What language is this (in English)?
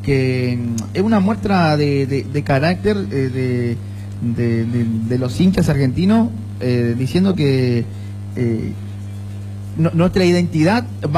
Spanish